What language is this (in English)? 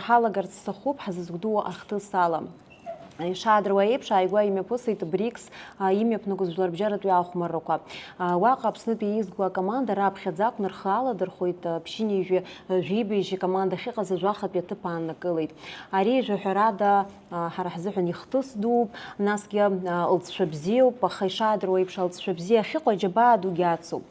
Abkhazian